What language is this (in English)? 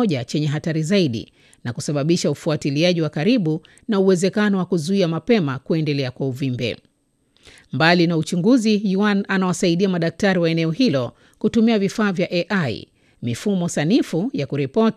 Swahili